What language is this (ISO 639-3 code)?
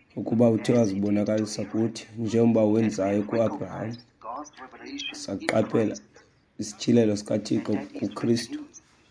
xho